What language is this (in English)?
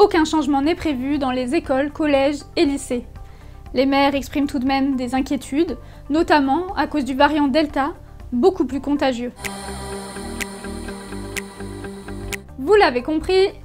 French